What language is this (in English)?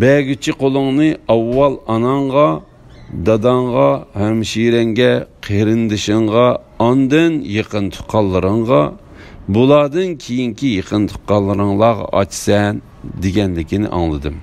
Uyghur